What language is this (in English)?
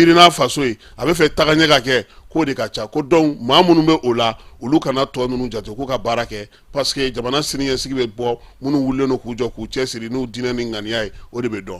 Bambara